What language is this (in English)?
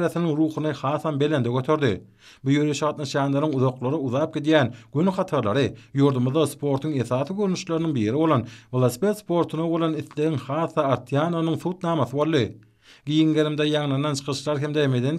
Turkmen